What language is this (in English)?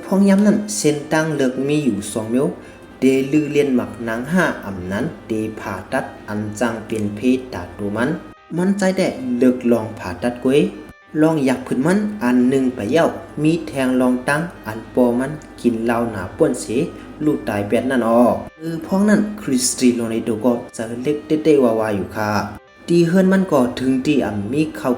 Shan